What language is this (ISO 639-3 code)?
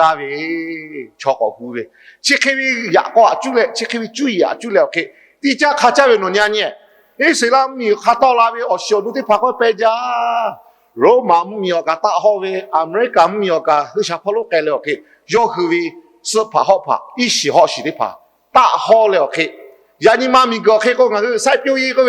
lhu